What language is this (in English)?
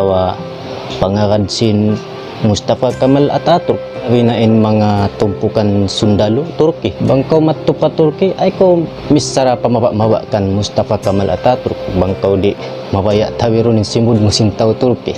Tausug